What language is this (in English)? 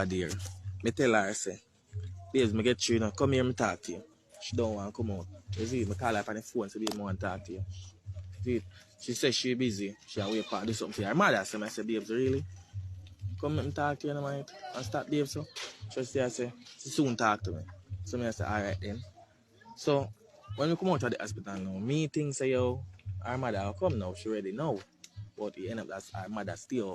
Jamaican Creole English